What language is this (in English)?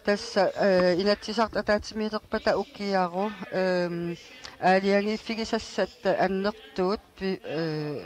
Kalaallisut